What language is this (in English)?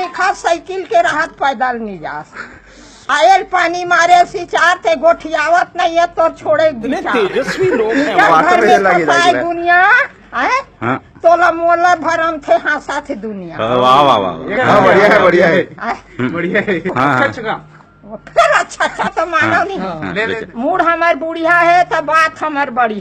Chhattisgarhi